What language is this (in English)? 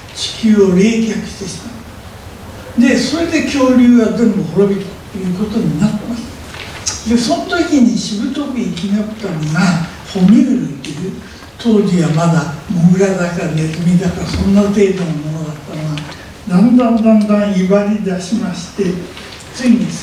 Japanese